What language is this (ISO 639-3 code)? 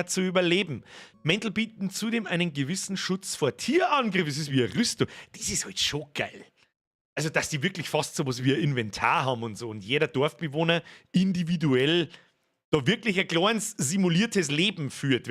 bar